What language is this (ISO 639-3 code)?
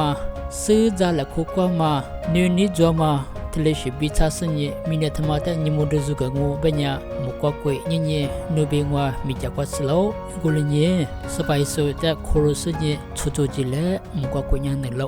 lis